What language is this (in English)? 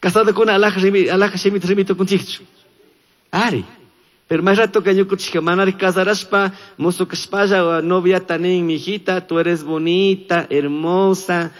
Chimborazo Highland Quichua